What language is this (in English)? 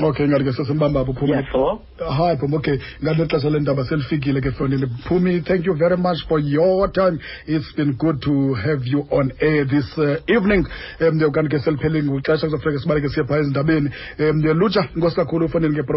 Xhosa